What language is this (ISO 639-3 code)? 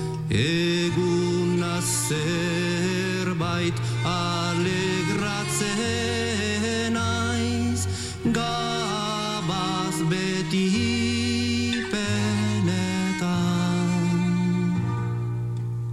eus